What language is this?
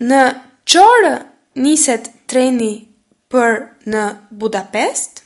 Albanian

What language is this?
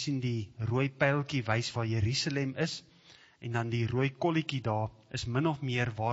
Afrikaans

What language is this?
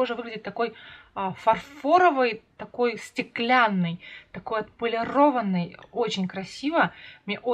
Russian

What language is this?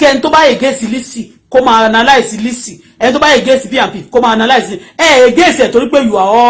Yoruba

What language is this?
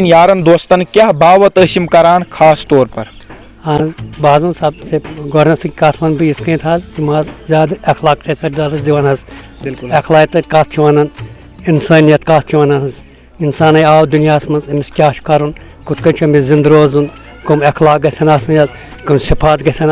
Kashmiri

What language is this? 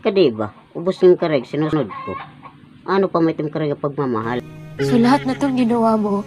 Waray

